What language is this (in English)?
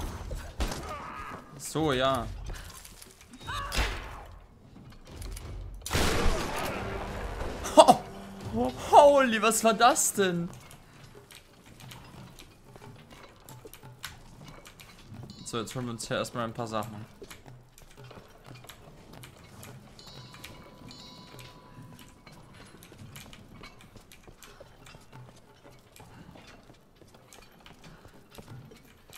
German